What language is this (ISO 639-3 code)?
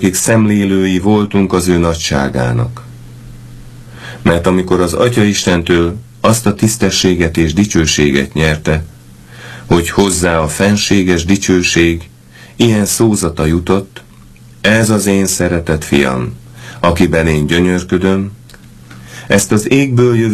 hun